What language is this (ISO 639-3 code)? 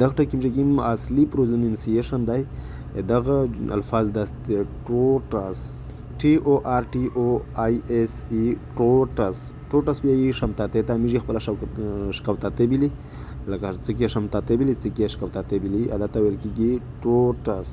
pus